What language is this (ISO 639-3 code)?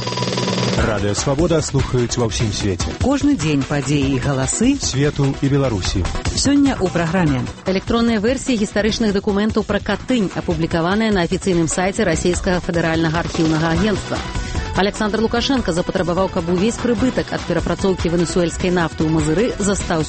bel